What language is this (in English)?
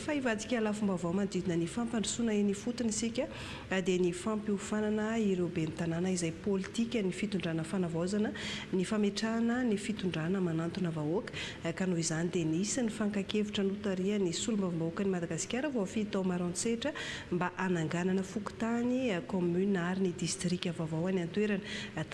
Malagasy